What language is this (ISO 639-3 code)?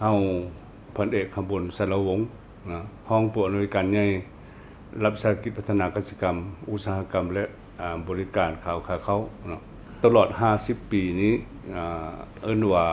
lao